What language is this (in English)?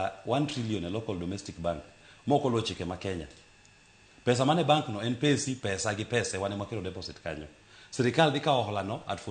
Luo (Kenya and Tanzania)